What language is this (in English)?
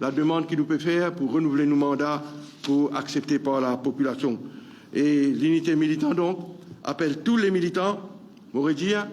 Morisyen